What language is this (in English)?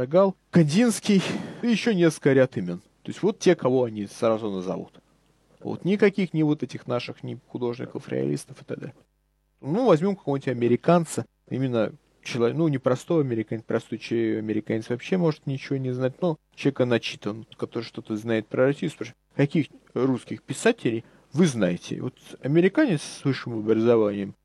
Russian